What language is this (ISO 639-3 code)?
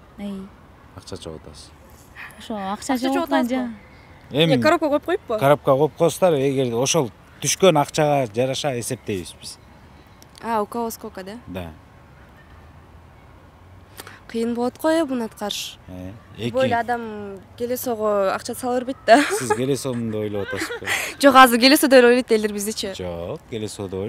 kir